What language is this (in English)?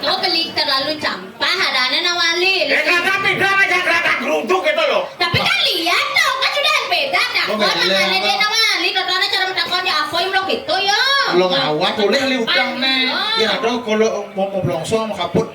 Balinese